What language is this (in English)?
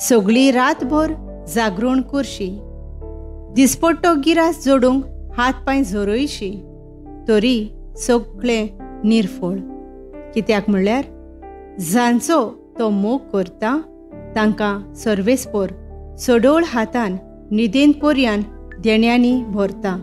Konkani